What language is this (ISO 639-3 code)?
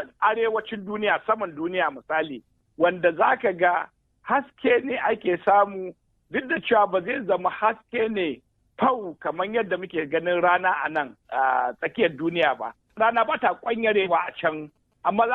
hau